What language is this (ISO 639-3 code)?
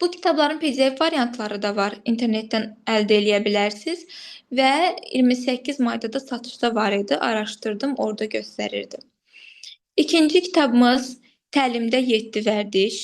aze